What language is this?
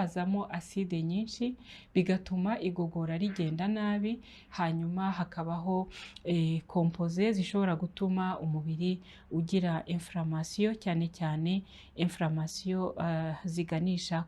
Kinyarwanda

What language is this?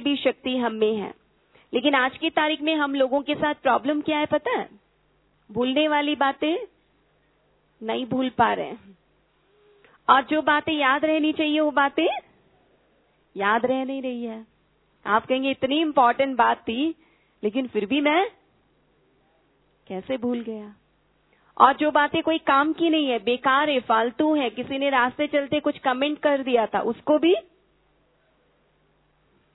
Hindi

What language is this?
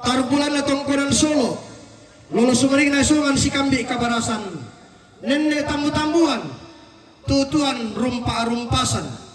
Toraja-Sa'dan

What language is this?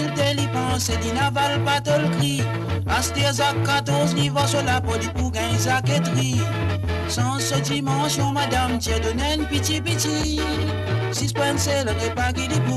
Morisyen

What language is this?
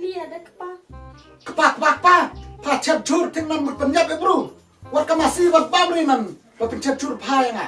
Khasi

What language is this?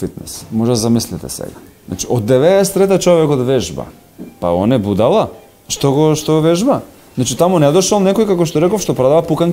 Macedonian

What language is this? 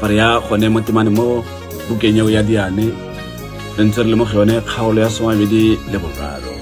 Tswana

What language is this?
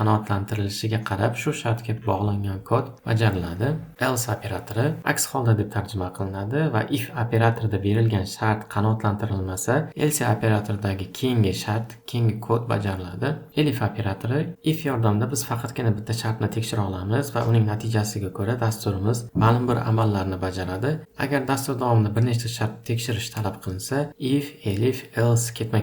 Uzbek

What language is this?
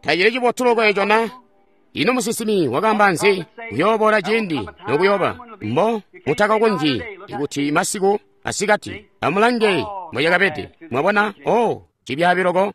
Tonga (Zambia)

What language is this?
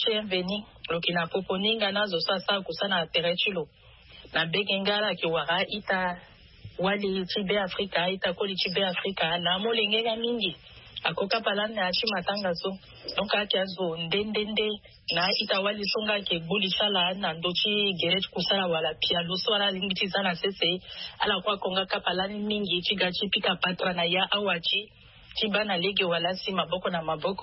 Sango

